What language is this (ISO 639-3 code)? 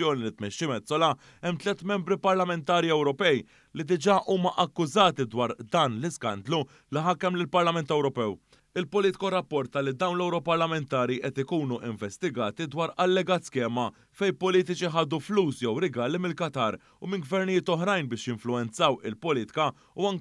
mlt